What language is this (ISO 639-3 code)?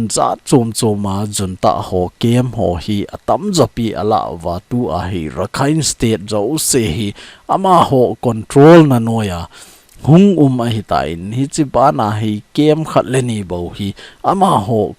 tcz